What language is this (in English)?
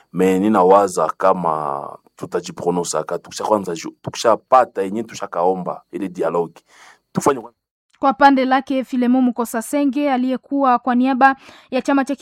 Swahili